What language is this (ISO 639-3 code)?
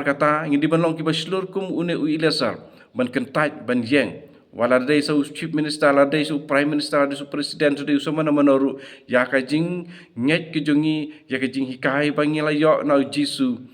kha